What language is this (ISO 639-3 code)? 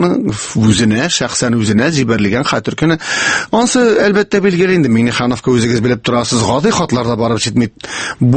tat